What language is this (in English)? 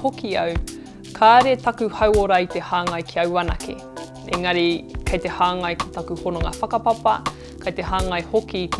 Māori